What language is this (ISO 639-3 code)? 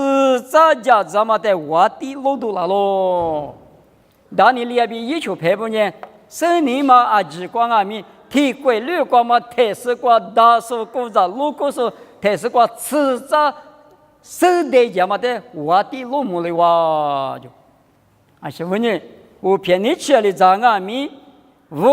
lis